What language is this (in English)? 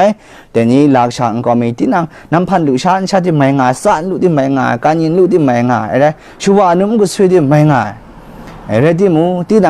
Kachin